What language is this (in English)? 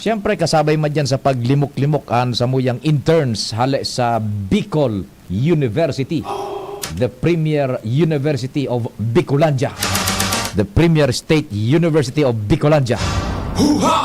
Bikol